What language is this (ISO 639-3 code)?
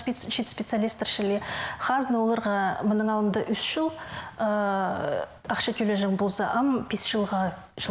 kjh